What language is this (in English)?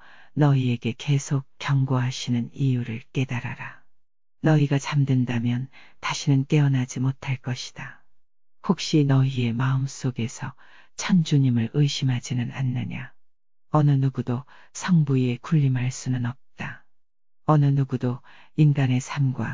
Korean